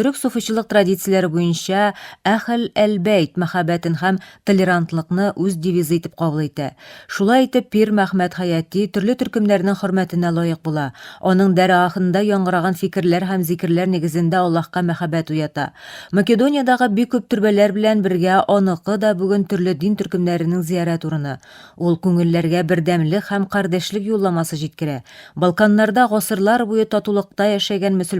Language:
Tatar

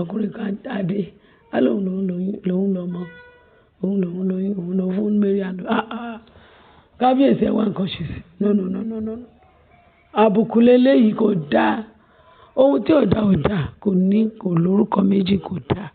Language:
Yoruba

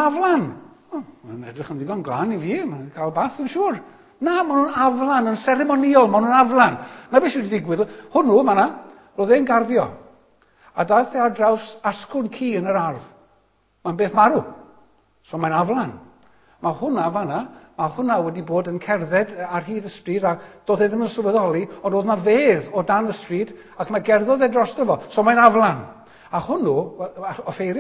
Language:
Welsh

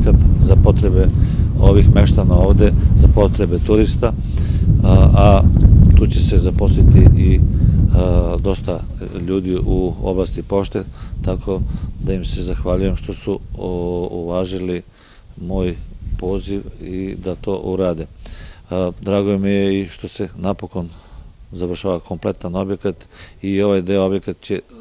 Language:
Serbian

